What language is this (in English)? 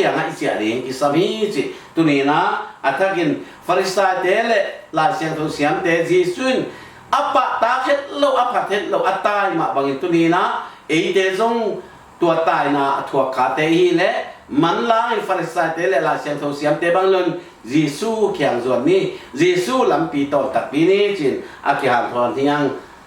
Tedim Chin